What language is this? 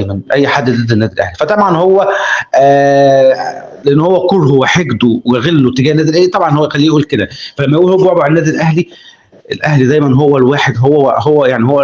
Egyptian Arabic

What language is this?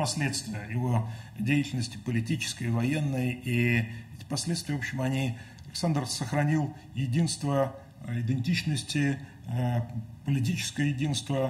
Russian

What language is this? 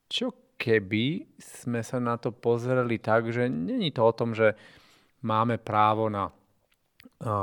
Slovak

